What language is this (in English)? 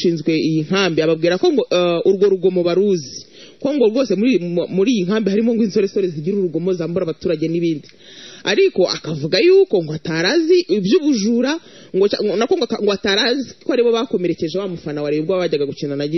Kinyarwanda